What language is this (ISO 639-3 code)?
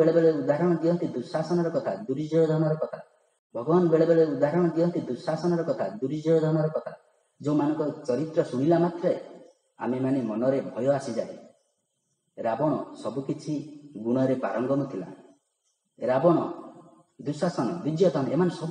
ori